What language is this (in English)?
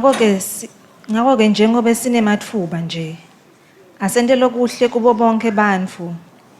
Swati